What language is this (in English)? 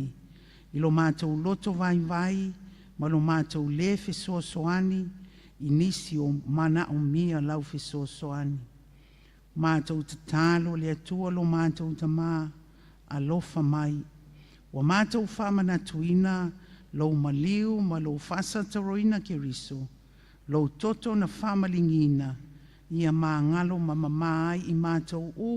Samoan